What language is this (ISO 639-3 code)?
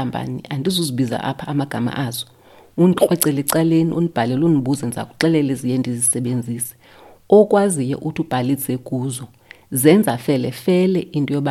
xho